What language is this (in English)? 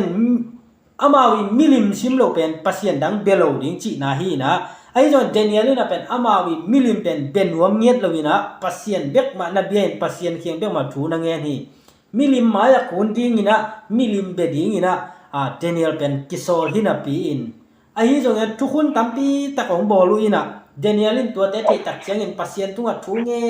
Tedim Chin